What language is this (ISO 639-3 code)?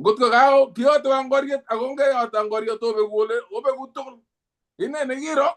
kln